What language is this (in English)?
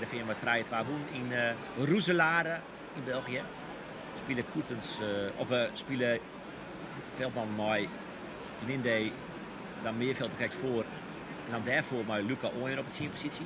Western Frisian